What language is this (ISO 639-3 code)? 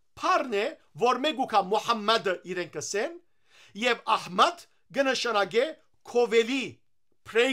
hyw